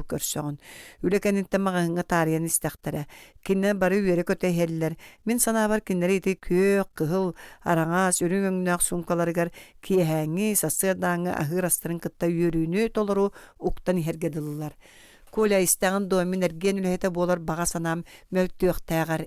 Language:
Yakut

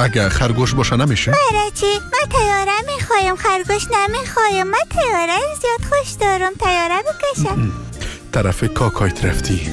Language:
Persian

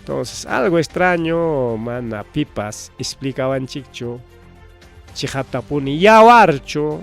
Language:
Ayacucho Quechua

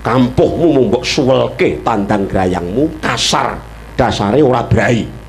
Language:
Javanese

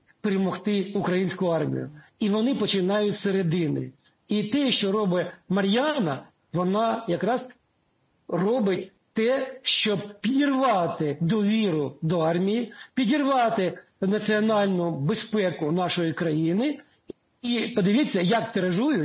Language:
Ukrainian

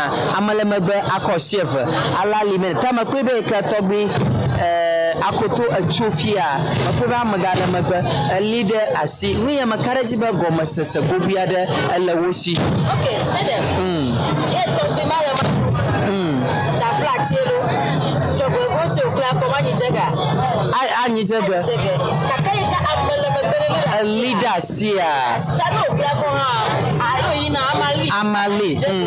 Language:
Ewe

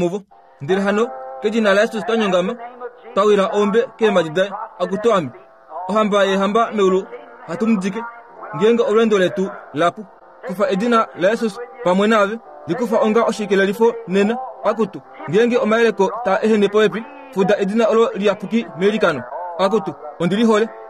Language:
Kuanyama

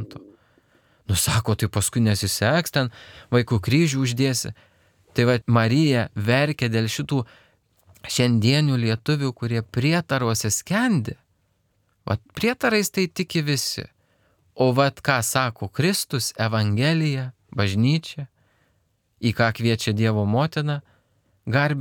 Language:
Lithuanian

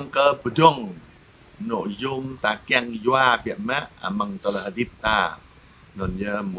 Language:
Jarai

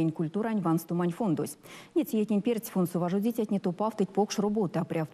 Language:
Erzya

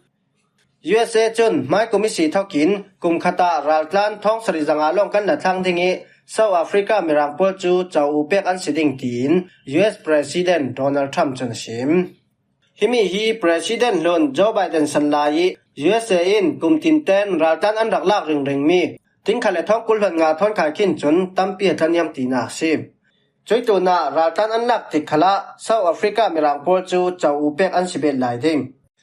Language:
Falam Chin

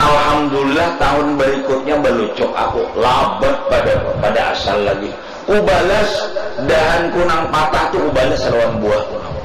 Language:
Banjar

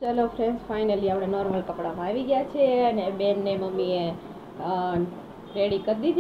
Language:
Gujarati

